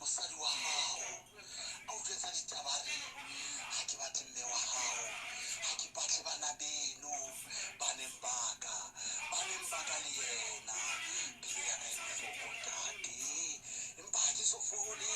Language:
Southern Sotho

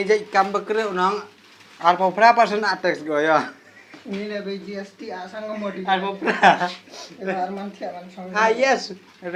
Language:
Khasi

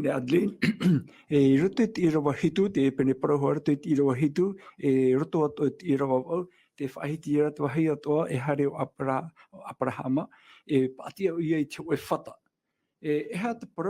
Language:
Tahitian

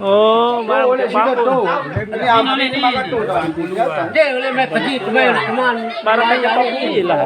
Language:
Sasak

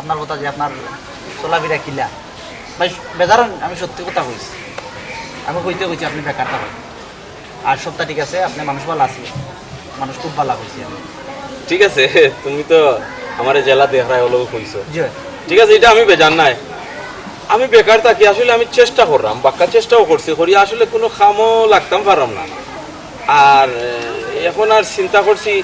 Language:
Sylheti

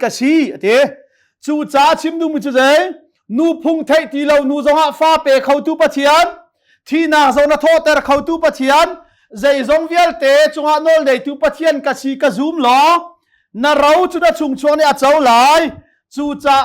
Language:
Hakha Chin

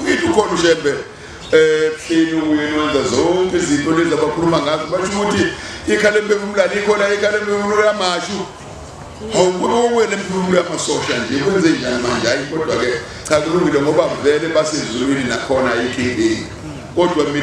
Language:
Zulu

